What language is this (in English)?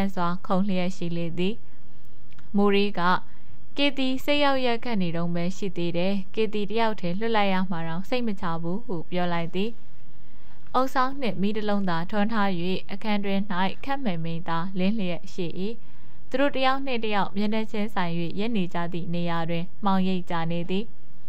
Burmese